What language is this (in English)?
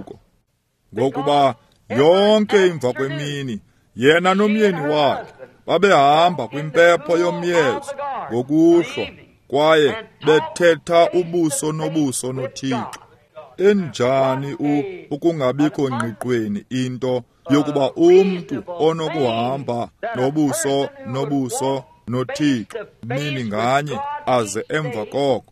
Xhosa